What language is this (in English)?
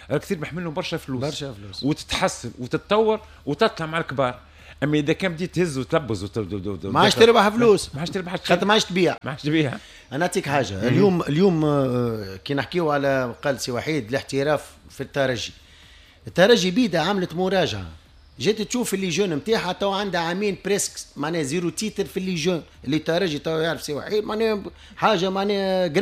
Tunisian Arabic